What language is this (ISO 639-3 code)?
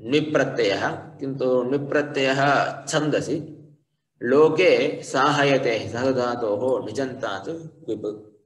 san